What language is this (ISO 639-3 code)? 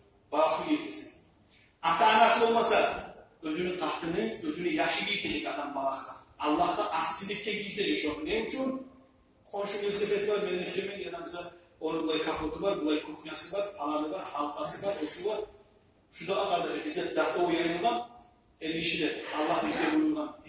kum